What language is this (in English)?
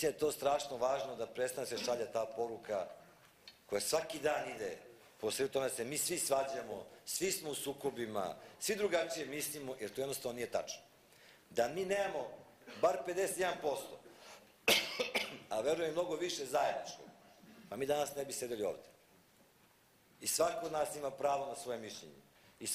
Serbian